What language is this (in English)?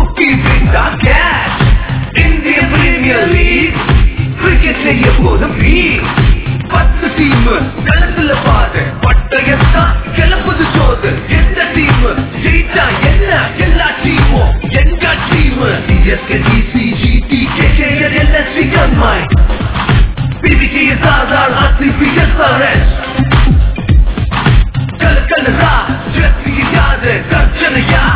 Tamil